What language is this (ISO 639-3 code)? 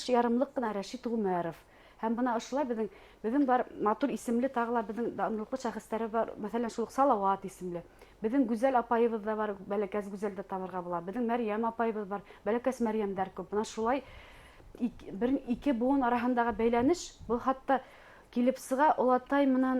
bak